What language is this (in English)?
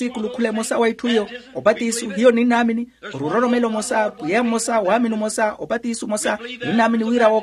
Makhuwa